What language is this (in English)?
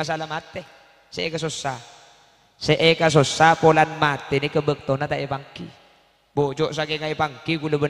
Madurese